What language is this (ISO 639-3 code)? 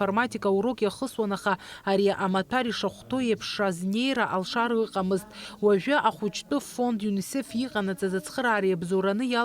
abk